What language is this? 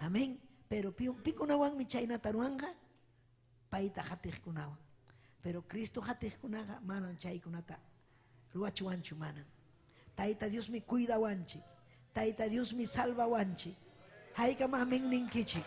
Ayacucho Quechua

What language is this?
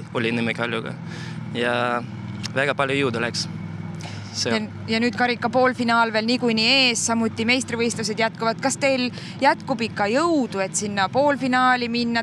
Estonian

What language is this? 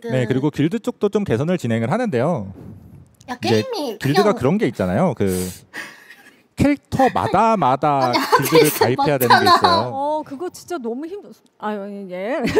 Korean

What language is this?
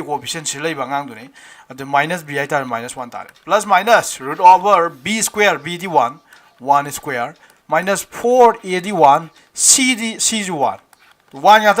Manipuri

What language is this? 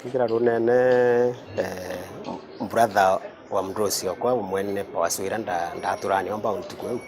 Meru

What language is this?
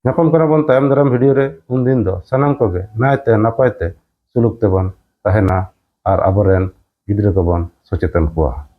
Santali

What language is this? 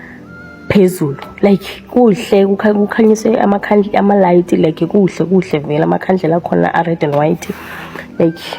Zulu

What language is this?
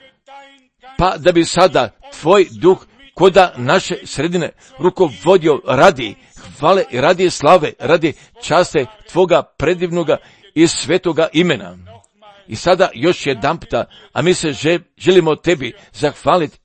Croatian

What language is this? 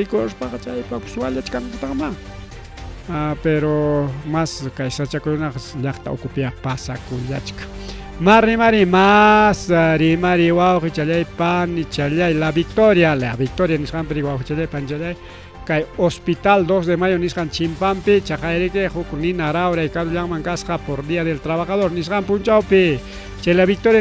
Ayacucho Quechua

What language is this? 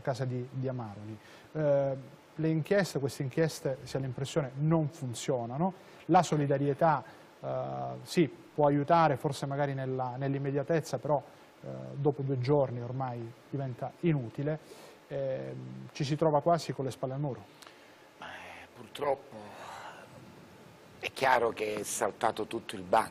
Italian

